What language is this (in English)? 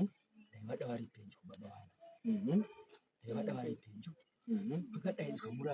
Shona